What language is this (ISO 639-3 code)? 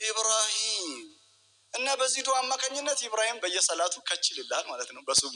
amh